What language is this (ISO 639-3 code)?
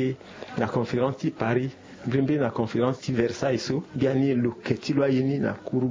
sag